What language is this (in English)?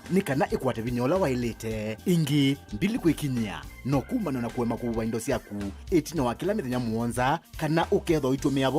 Kamba